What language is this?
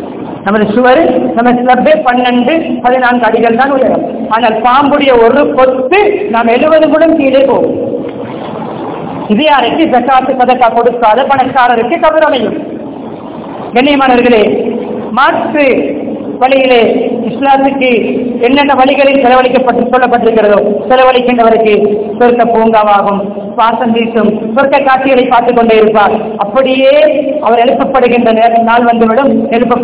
Tamil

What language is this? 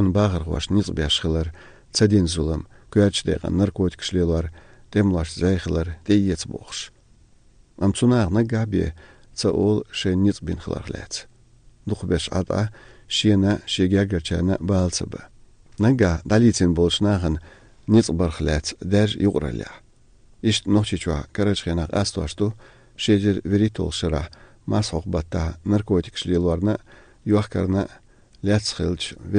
Chechen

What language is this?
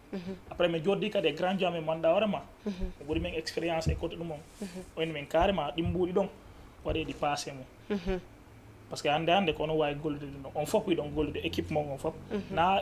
Fula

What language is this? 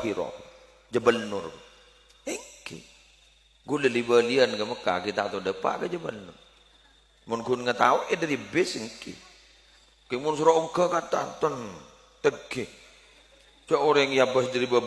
Madurese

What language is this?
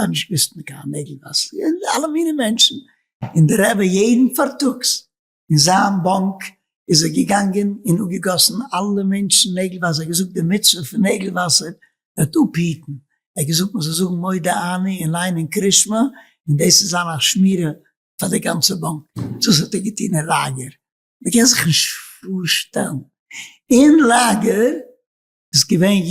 Yiddish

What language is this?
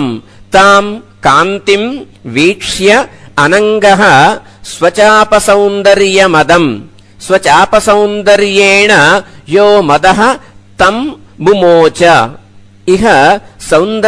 Sanskrit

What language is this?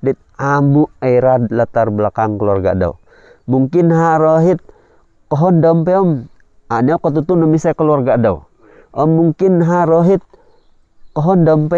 Central Dusun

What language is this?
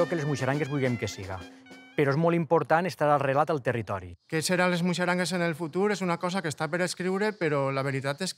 Catalan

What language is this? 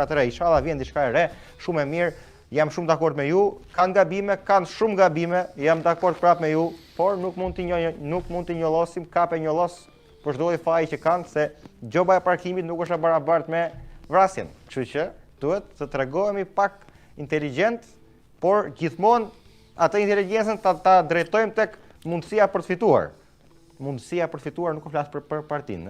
Albanian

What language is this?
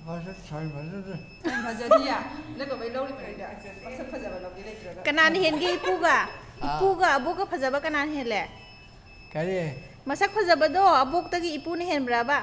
Manipuri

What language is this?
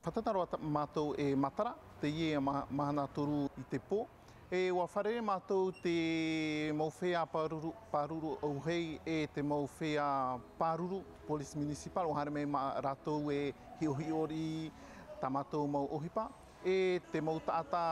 Tahitian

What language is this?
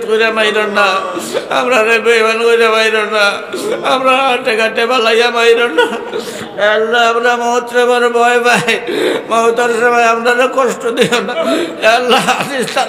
Sylheti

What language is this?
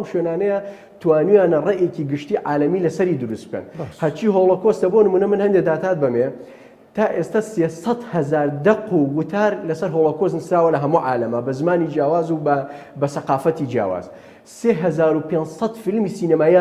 Central Kurdish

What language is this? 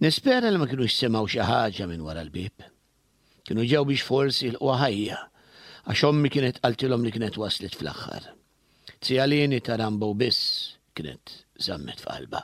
Maltese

